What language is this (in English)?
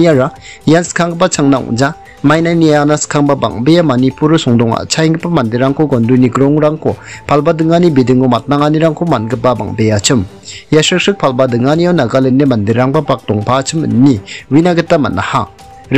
Garo